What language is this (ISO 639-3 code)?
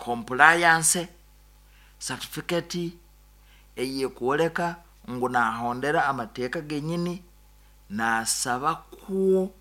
nyo